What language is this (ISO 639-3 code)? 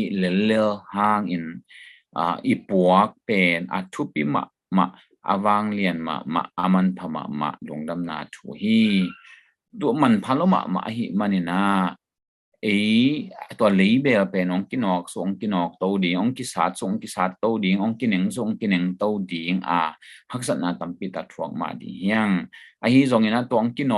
ctd